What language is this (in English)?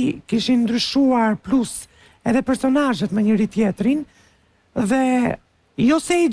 Albanian